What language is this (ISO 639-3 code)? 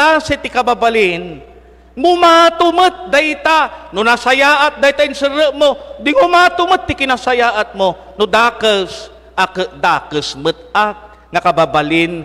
ilo